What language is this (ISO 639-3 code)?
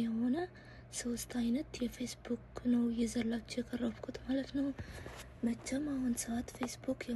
amh